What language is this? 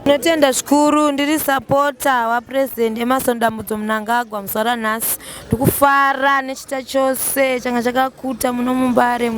Shona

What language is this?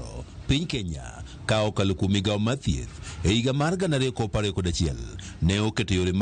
Luo (Kenya and Tanzania)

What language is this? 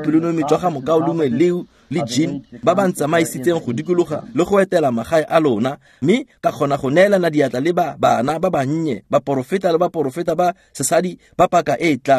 Tswana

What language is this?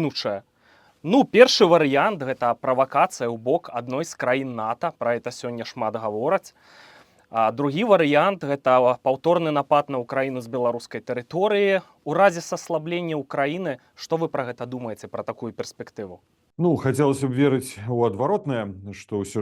Belarusian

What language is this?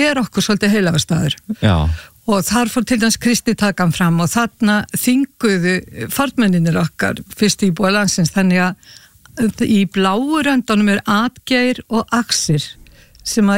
Icelandic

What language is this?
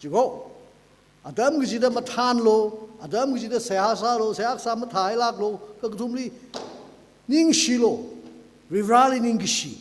Tangkhul Naga (India)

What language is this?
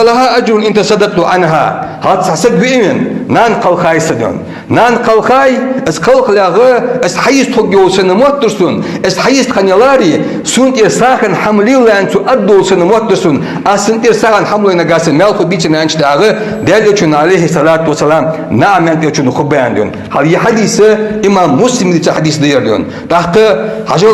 Ingush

